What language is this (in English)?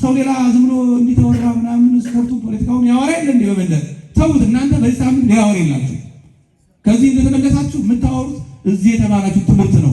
Amharic